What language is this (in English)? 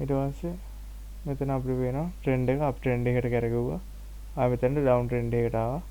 Sinhala